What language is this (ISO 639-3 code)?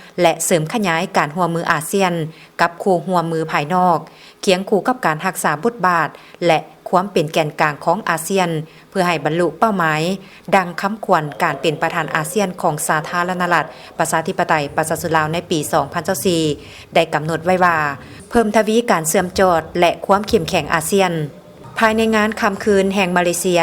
lao